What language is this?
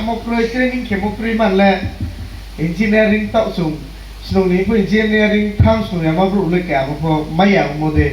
Riang (India)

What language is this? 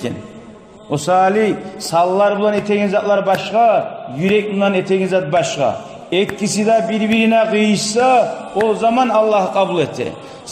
Kumyk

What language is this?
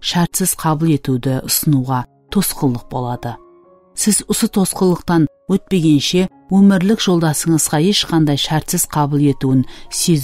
Kara-Kalpak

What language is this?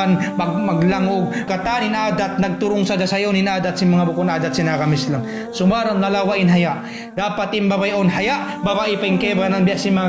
Tausug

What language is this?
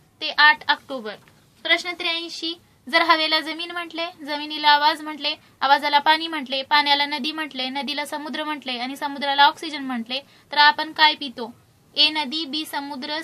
Marathi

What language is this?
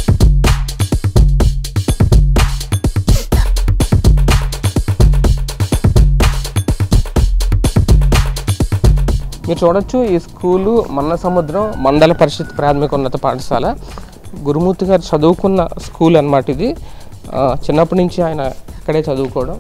Telugu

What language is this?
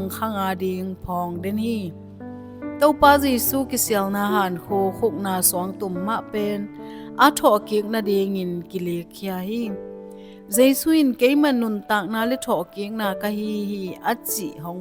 Tedim Chin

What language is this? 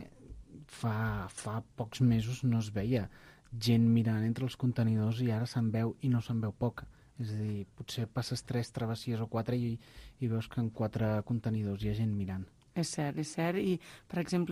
Catalan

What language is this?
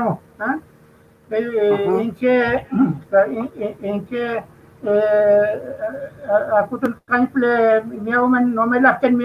Mapuche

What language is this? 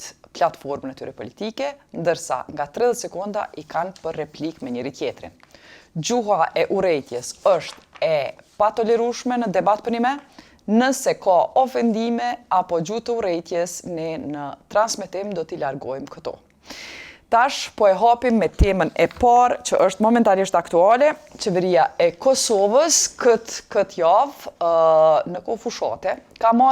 Albanian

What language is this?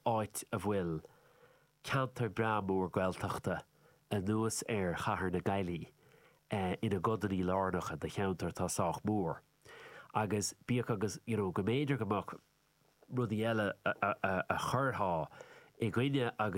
Irish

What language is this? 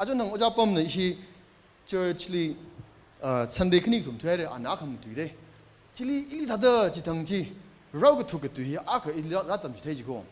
Tangkhul Naga (India)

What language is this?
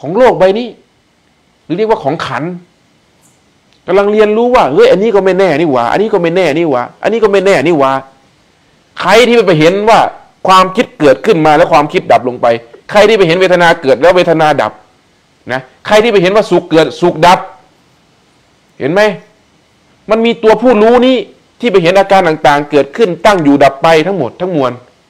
Thai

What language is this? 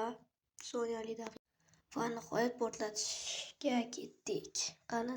Uzbek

